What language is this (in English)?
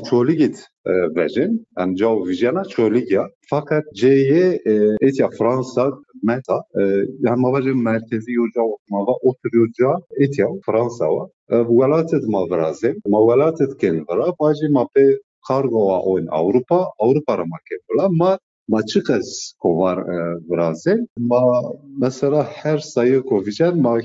Zaza